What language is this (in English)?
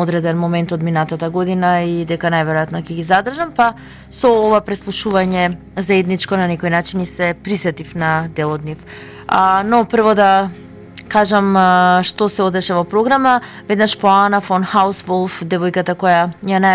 Macedonian